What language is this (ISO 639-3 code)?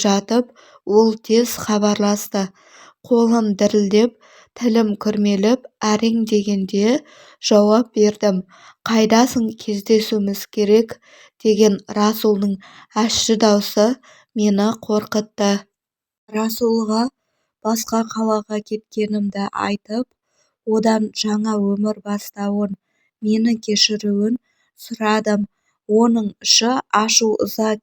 kaz